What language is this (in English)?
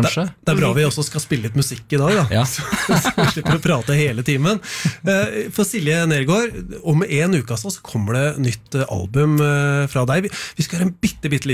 Norwegian